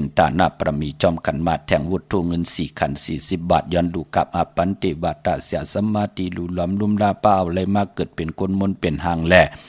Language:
Shan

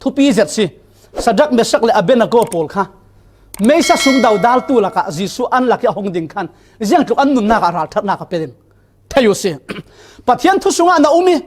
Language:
Falam Chin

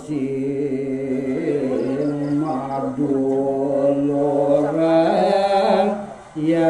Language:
Balinese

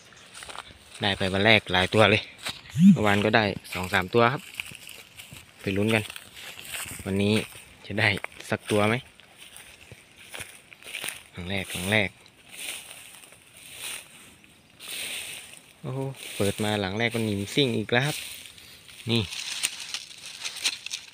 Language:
Thai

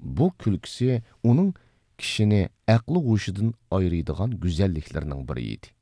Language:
Uyghur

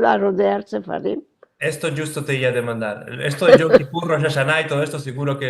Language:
Ladino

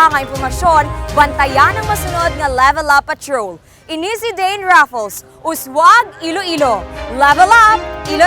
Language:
Hiligaynon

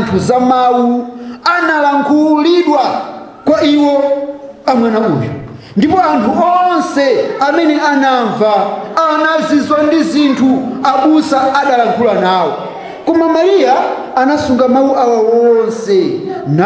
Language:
Nyanja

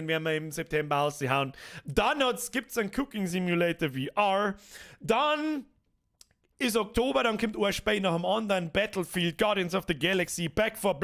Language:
Bavarian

